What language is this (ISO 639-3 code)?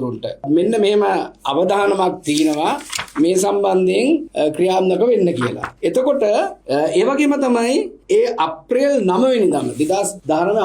sin